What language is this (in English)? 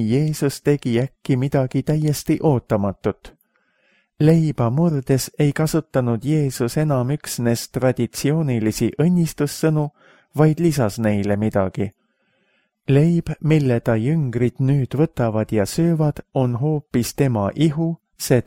Estonian